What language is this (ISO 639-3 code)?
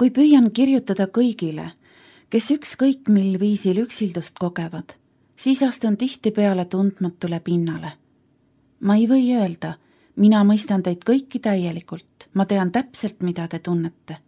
est